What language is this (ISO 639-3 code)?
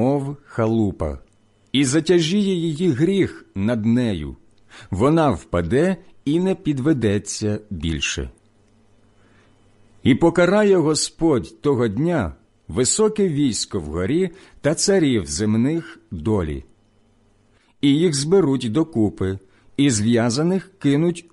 ukr